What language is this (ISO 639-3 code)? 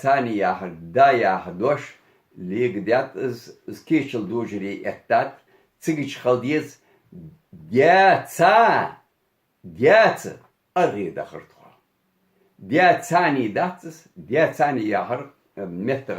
inh